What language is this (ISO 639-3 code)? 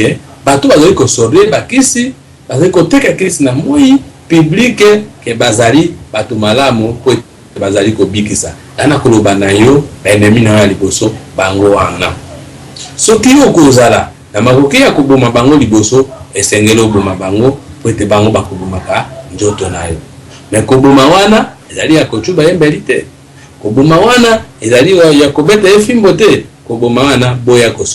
lin